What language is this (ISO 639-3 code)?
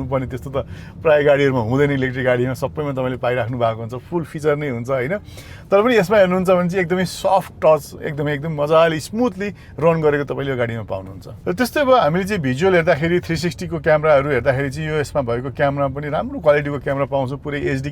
nep